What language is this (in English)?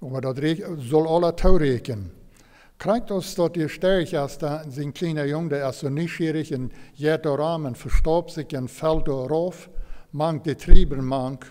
Plautdietsch